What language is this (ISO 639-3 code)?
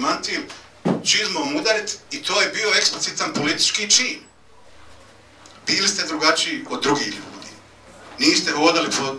bos